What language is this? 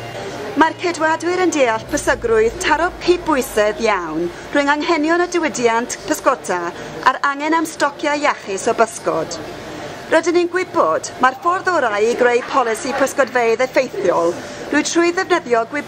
Welsh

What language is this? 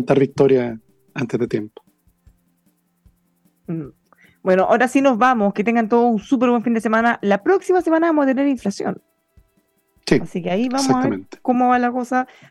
Spanish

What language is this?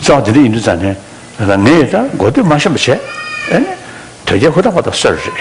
Tibetan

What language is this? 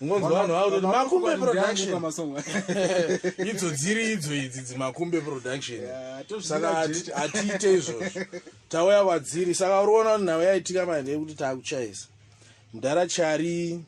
Shona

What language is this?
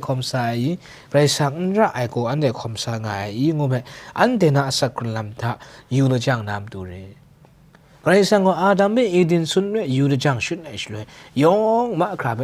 Kachin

